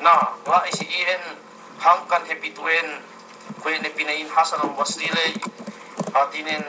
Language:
Yakan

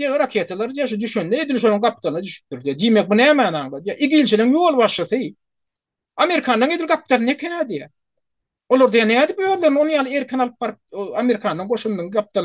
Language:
Turkmen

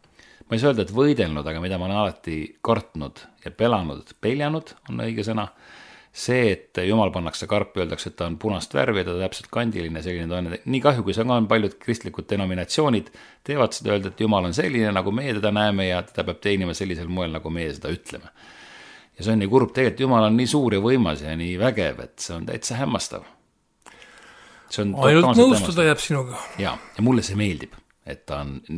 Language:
Estonian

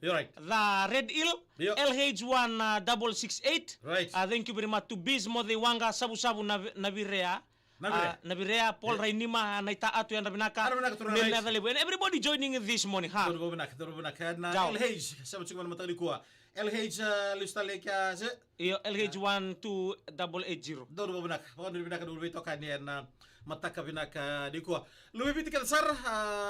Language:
Fijian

